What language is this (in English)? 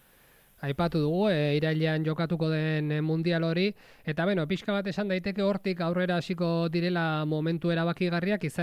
Basque